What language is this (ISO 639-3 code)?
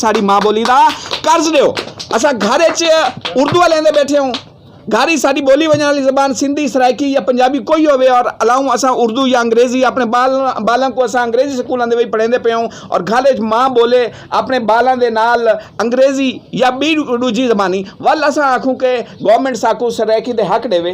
skr